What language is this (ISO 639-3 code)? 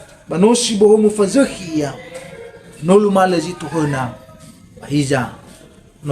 nia